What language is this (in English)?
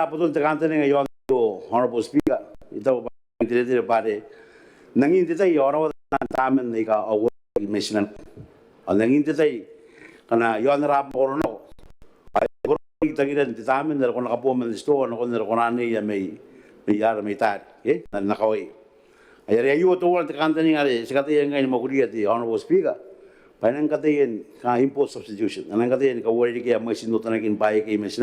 Gilbertese